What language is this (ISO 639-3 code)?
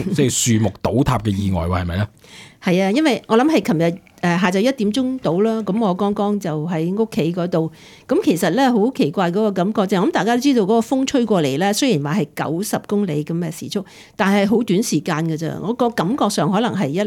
yue